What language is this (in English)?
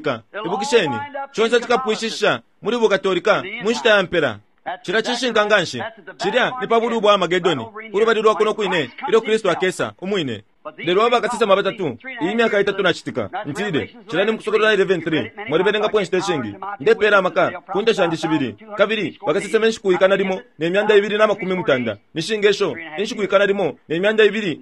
Bemba